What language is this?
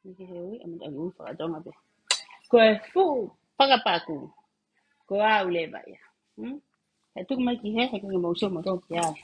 Tongan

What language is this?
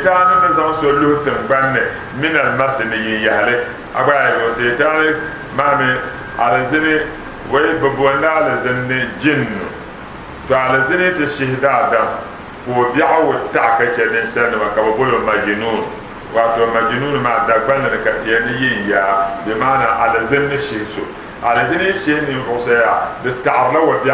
Dagbani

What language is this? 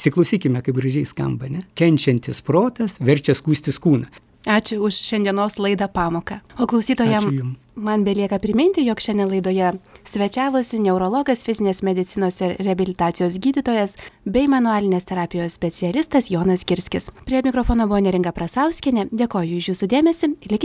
Lithuanian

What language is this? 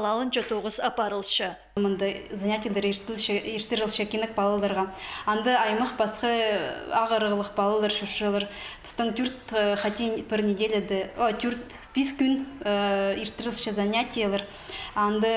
Khakas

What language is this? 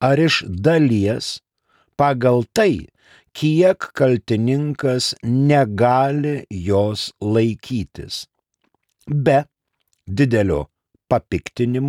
Lithuanian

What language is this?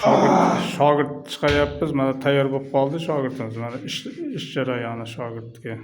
Uzbek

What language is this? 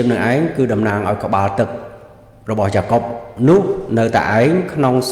Khmer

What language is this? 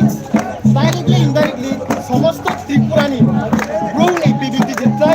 Riang (India)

